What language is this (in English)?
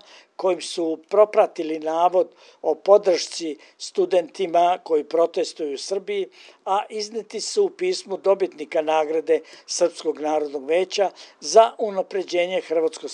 Serbian